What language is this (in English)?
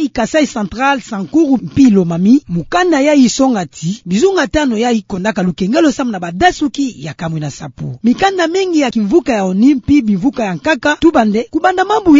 Kituba (Democratic Republic of Congo)